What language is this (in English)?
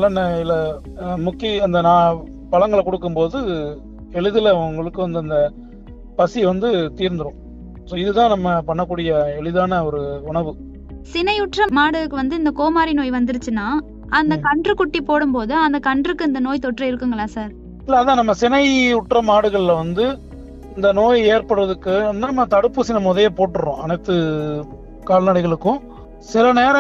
Tamil